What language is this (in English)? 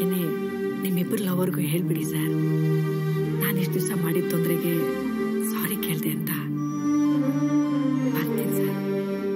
Kannada